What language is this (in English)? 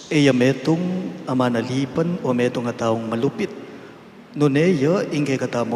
Pampanga